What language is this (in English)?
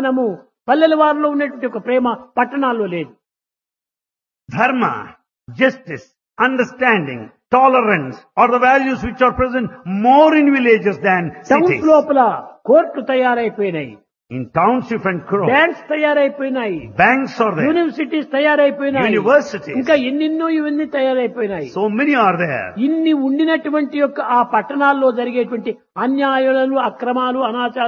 Telugu